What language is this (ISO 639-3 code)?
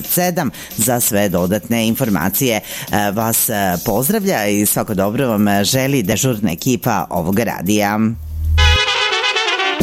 srp